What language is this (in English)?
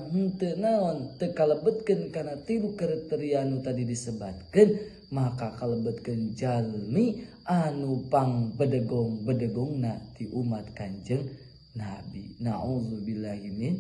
Sundanese